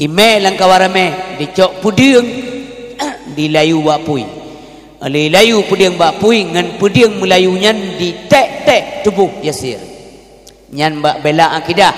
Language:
Achinese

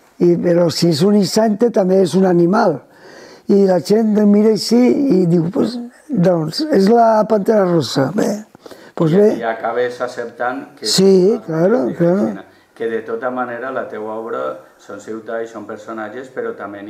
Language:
Catalan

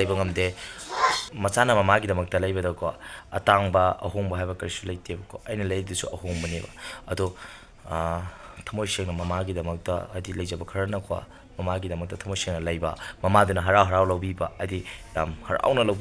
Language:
Manipuri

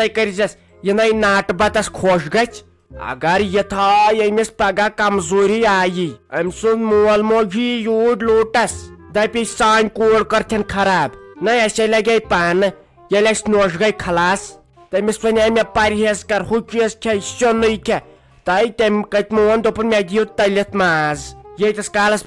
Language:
Kashmiri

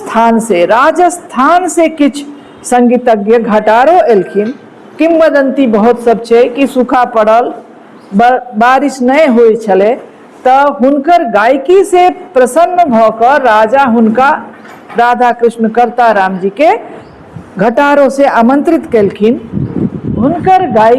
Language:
Maithili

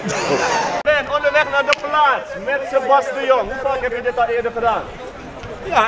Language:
Dutch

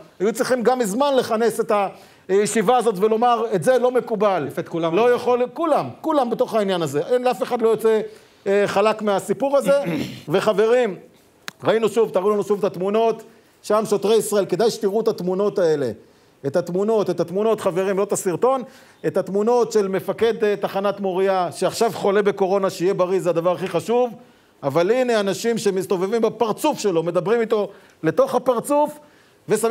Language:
Hebrew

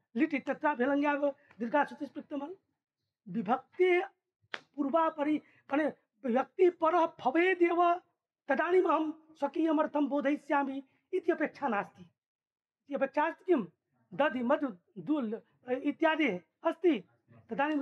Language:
Sanskrit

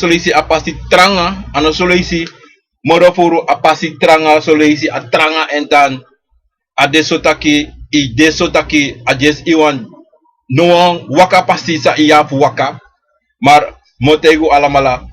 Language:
Sranan Tongo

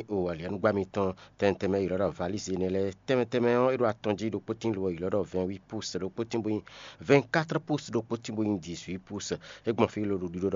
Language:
Fon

